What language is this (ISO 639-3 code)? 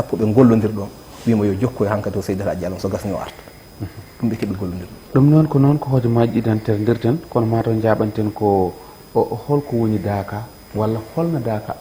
ful